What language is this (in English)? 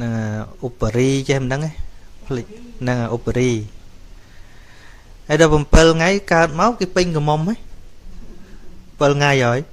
Khmer